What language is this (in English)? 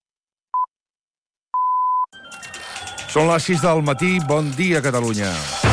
Catalan